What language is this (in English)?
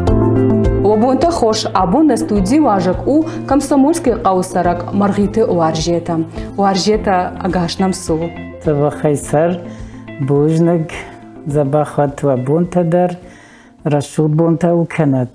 Ossetic